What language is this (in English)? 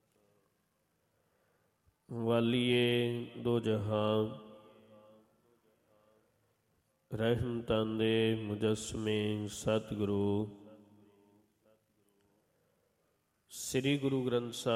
Punjabi